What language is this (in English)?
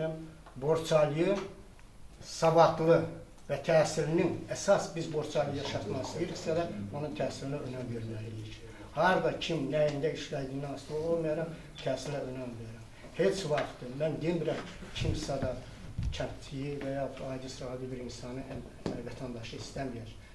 Azerbaijani